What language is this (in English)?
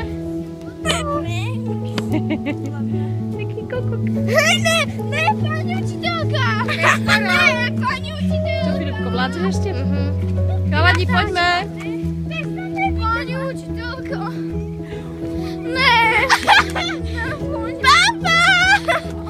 Slovak